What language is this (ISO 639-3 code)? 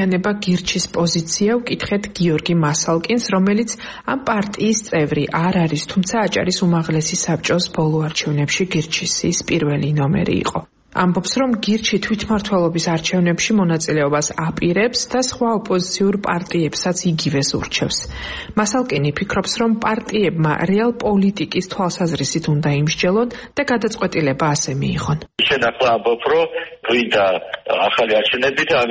kat